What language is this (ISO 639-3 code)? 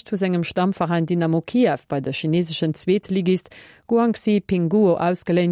ltz